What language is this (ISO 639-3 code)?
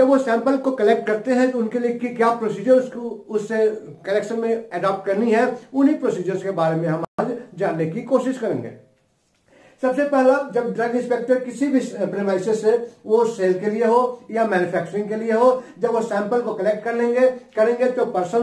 hin